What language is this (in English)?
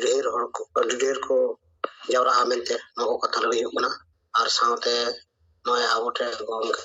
Santali